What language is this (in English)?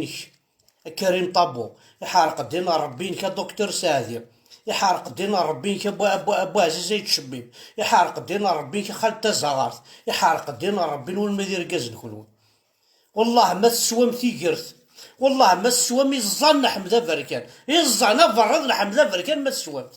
Kabyle